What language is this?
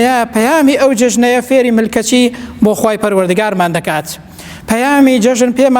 Central Kurdish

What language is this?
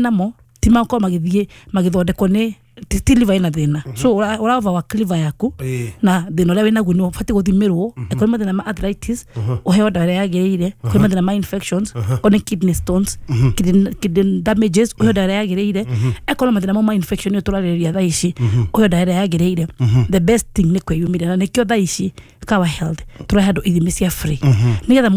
Kikuyu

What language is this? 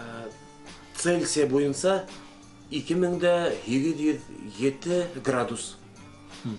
Bashkir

